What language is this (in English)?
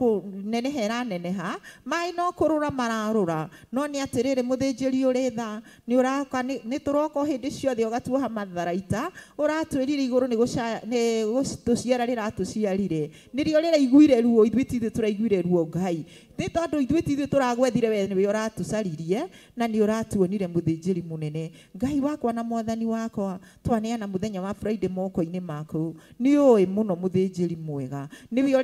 Kikuyu